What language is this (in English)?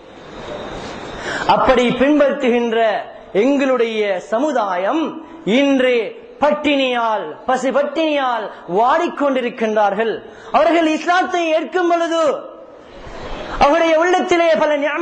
Tamil